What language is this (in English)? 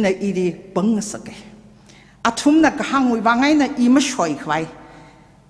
Tangkhul Naga (India)